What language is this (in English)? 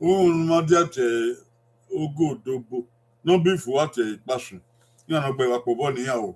Bini